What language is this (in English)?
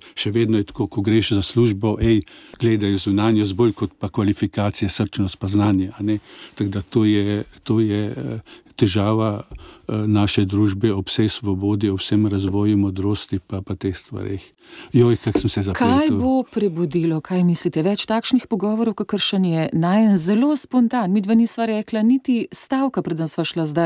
Slovenian